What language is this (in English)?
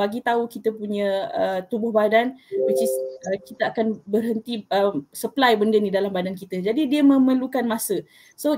Malay